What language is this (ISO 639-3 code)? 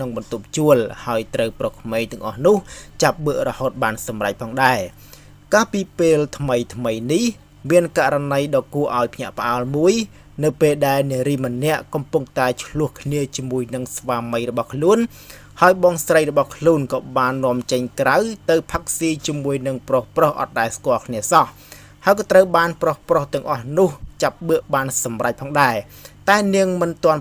khm